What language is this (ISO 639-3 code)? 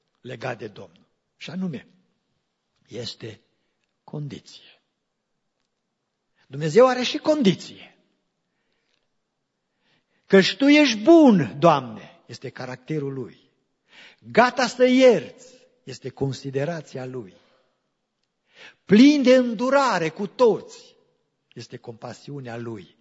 ron